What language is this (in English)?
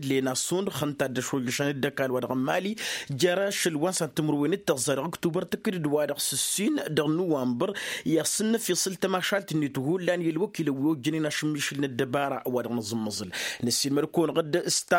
Tamasheq